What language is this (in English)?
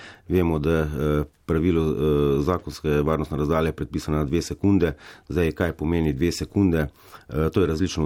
Slovenian